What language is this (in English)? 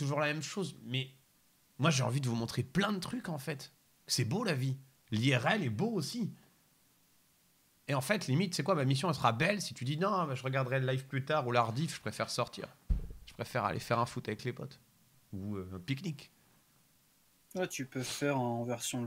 French